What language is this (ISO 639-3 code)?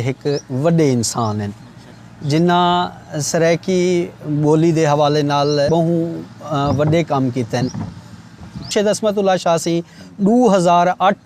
skr